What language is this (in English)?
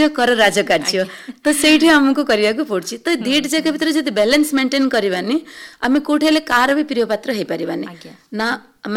Odia